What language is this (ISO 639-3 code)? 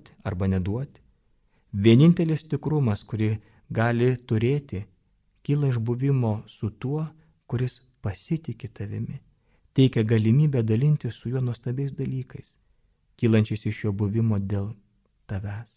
lit